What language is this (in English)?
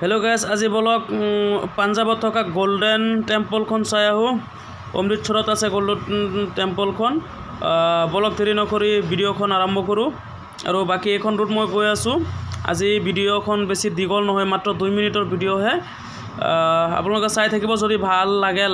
Assamese